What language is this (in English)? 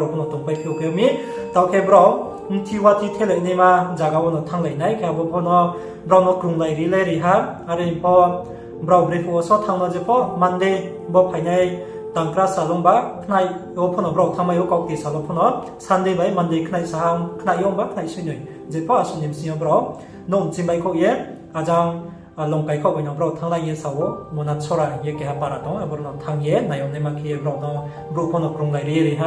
Riang (India)